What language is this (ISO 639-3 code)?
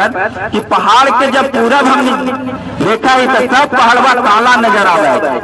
mag